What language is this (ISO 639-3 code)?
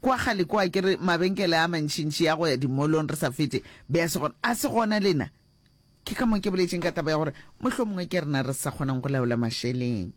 nso